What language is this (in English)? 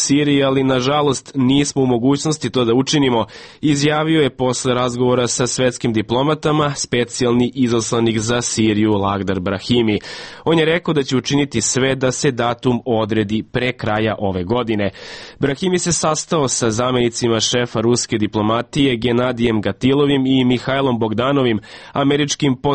Serbian